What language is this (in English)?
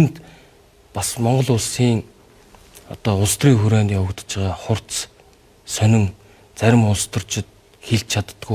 Mongolian